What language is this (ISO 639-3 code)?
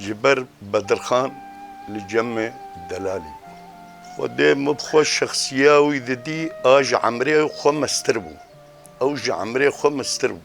kur